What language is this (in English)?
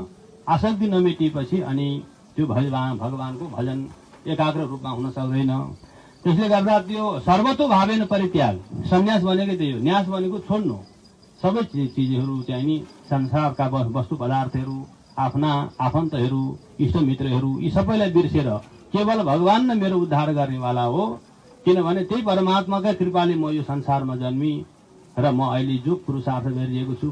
Nepali